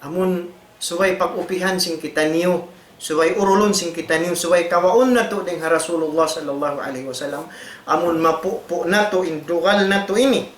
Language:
Tausug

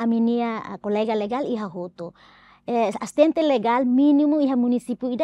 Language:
Tetum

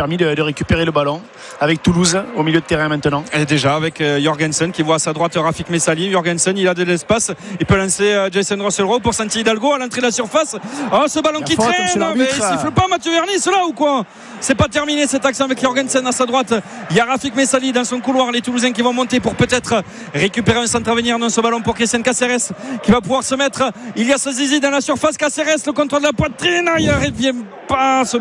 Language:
French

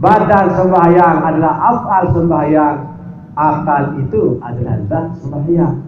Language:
Sasak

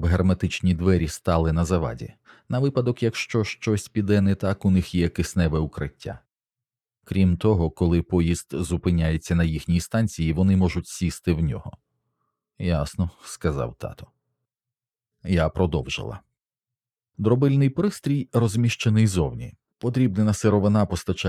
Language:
Ukrainian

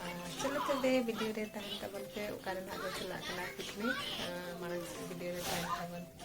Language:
Santali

